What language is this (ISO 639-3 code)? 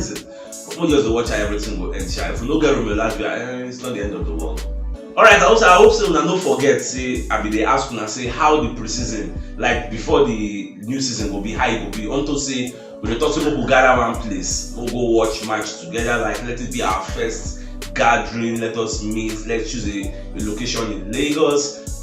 pcm